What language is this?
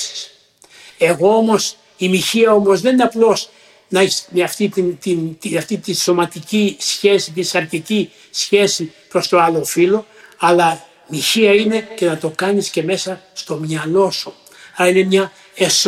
Greek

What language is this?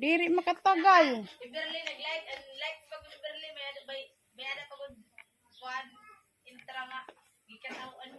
Waray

